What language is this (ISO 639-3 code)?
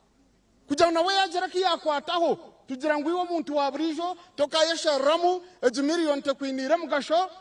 nyn